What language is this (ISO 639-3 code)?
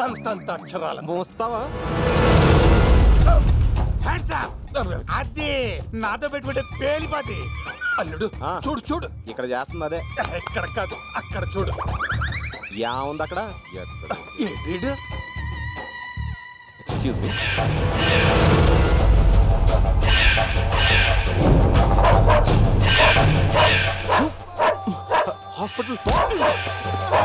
tel